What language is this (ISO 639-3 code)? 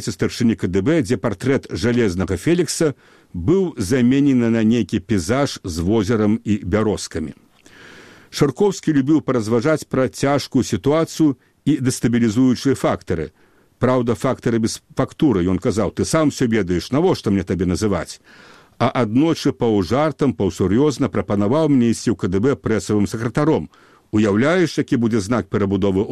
bel